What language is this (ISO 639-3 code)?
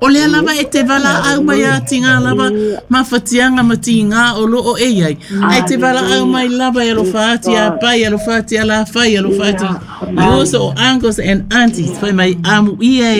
smo